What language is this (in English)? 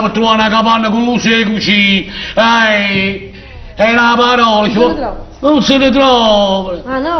Neapolitan